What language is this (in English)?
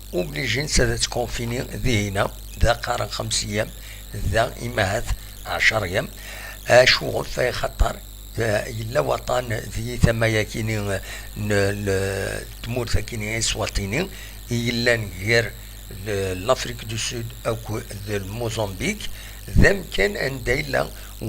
Kabyle